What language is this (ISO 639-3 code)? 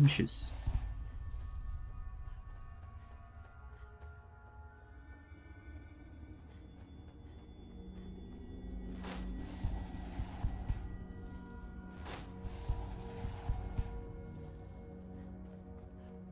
tur